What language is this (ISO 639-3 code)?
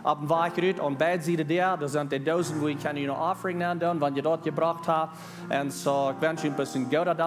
pdt